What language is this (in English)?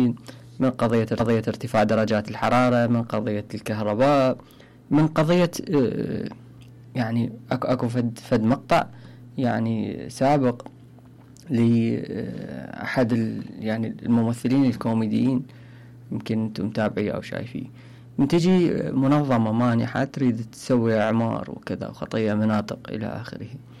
Mesopotamian Arabic